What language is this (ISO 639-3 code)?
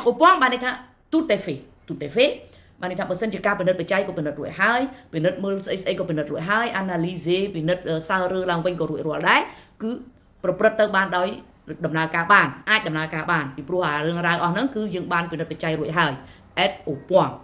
khm